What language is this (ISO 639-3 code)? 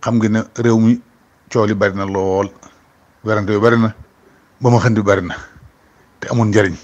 wol